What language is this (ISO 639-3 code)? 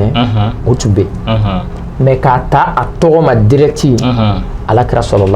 bam